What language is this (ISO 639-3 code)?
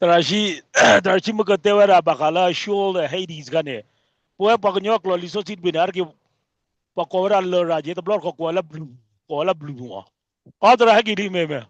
ksw